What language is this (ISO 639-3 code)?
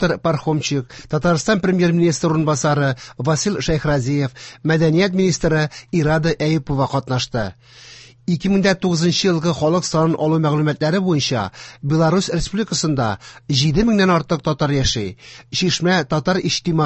tat